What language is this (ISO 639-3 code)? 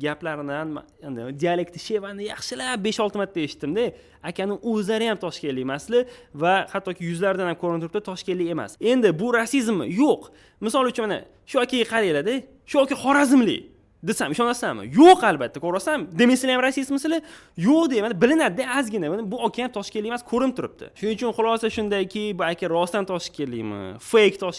uzb